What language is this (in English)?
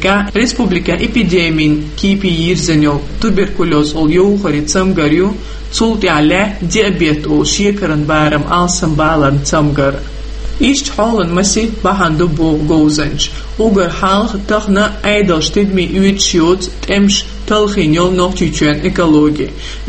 Chechen